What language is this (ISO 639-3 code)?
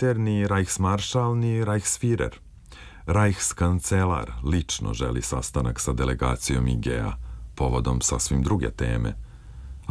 srp